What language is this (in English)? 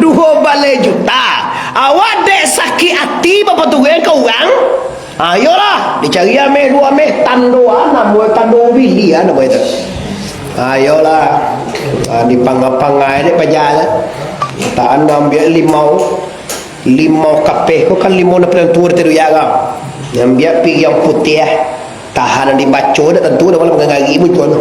Minangkabau